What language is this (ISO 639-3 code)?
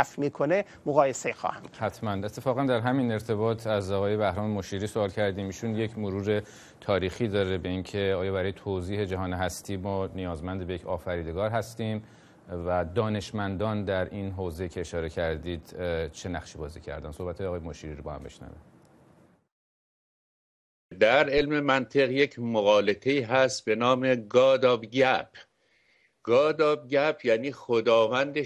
fas